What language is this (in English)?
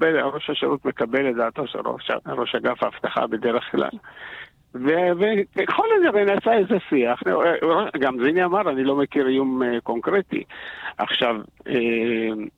Hebrew